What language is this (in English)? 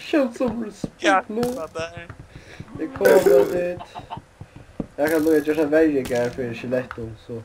Faroese